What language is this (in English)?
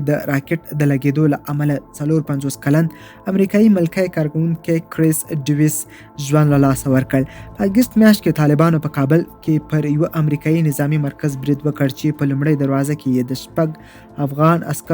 Pashto